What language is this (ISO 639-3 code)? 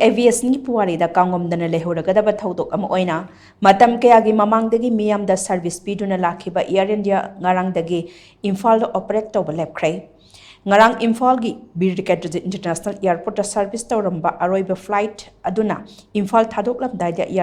mni